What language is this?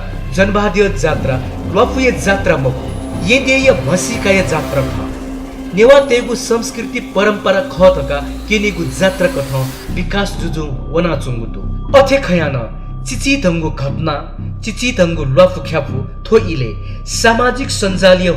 Newari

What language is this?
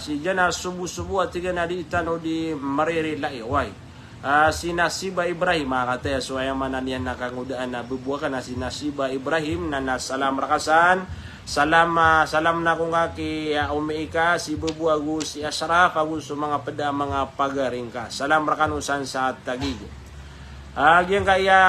Maranao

